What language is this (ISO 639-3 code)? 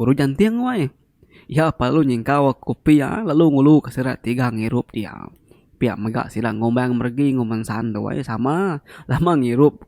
iba